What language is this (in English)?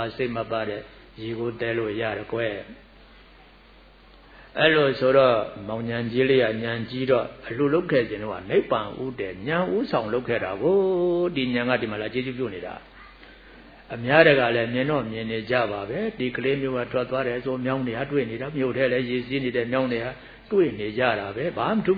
Burmese